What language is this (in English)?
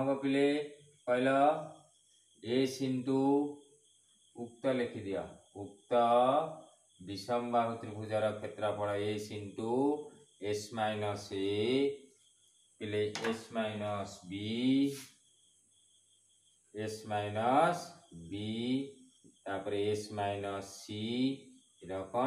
Odia